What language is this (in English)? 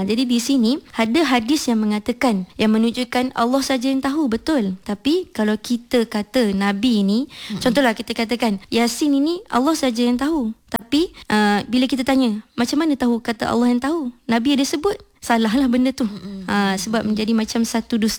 Malay